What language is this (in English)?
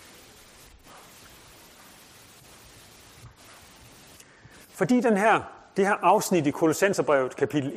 Danish